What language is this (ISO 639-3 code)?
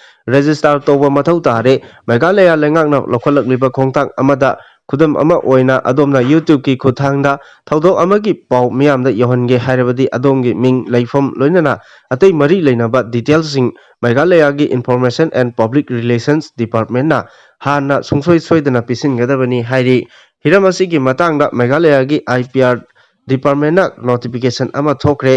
mni